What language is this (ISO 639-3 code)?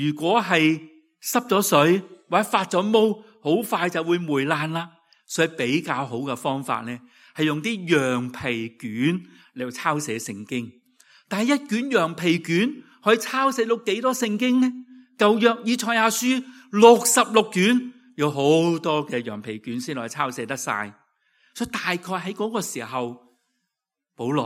yue